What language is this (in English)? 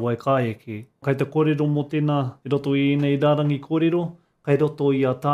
Māori